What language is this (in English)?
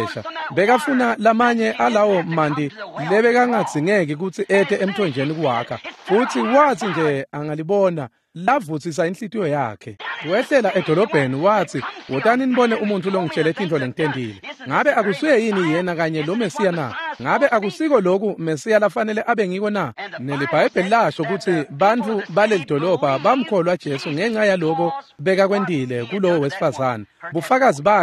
Swati